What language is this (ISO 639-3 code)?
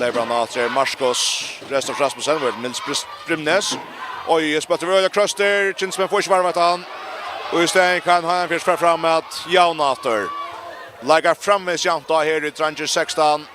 fao